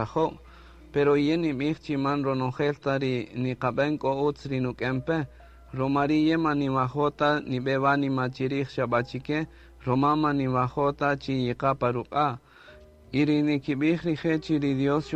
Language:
Kaqchikel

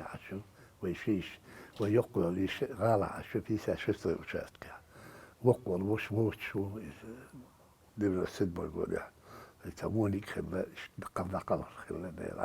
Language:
Chechen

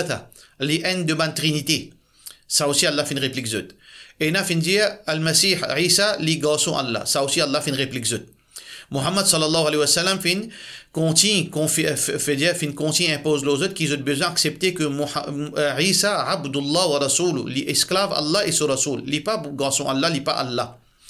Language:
Morisyen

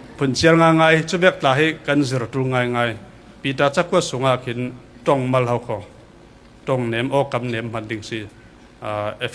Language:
Falam Chin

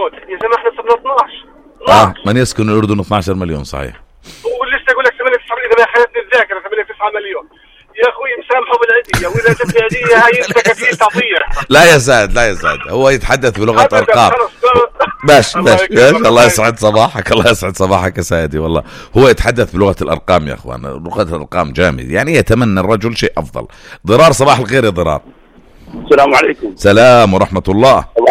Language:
North Levantine Arabic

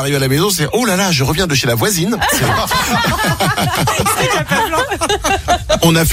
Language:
French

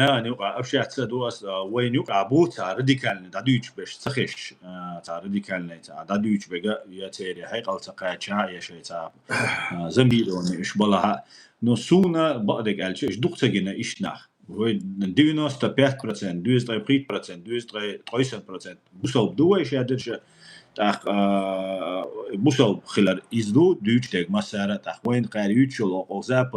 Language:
Chechen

